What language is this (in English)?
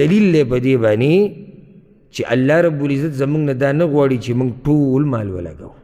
Pashto